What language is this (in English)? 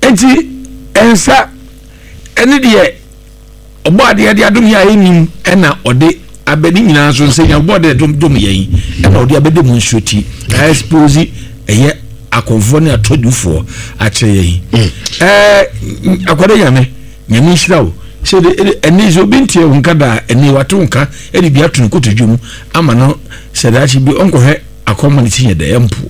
Akan